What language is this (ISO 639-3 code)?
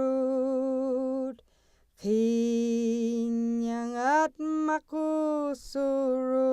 esu